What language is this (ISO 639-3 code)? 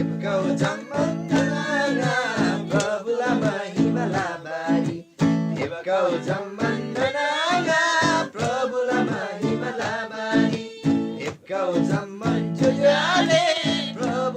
taj